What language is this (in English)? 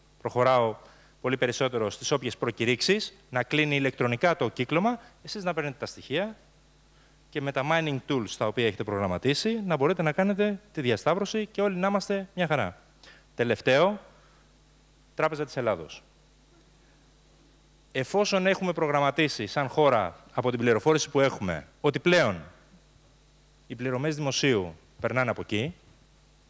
Greek